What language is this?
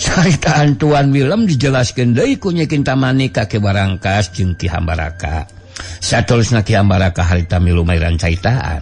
Sundanese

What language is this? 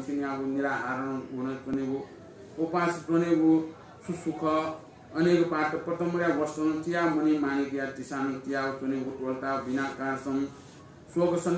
Newari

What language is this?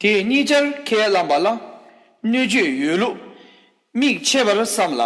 Tibetan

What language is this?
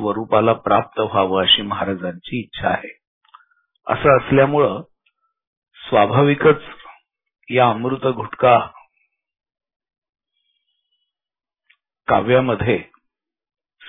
Marathi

